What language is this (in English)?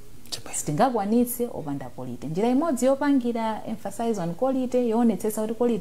Nyanja